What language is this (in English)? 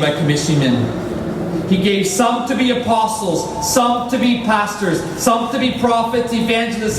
Tok Pisin